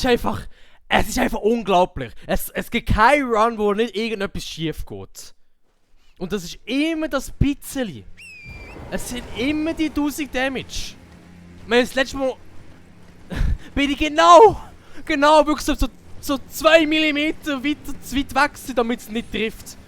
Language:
Swiss German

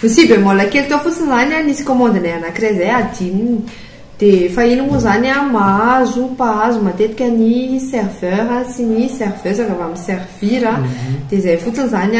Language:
Malagasy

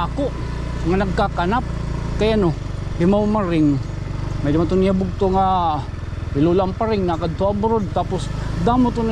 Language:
Waray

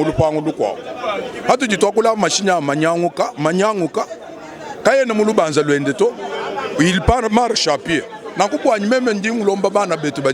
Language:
Luba-Lulua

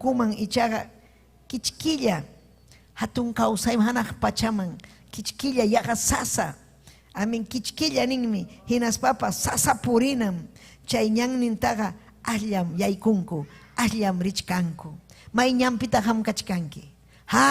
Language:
Ayacucho Quechua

